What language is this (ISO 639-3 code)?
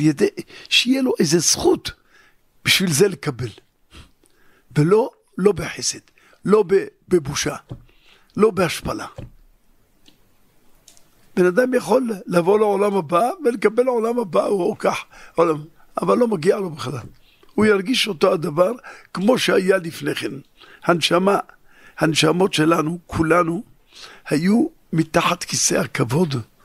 heb